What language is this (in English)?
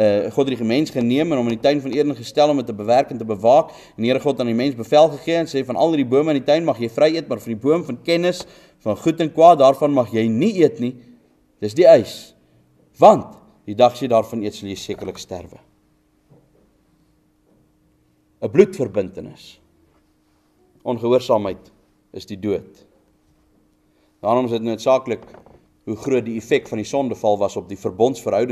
Afrikaans